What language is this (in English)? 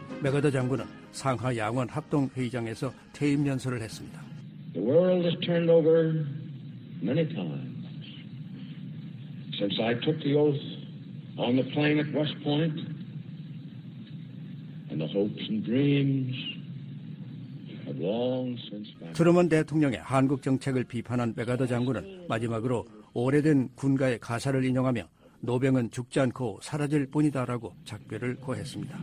Korean